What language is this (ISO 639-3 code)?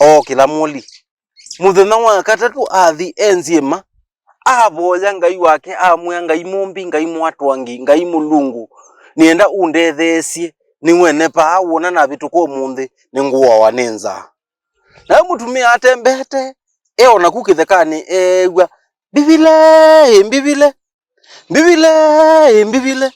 kam